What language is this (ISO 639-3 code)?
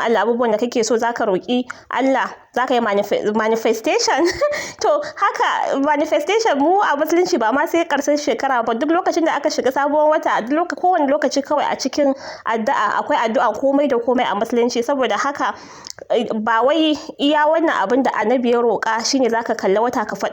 hau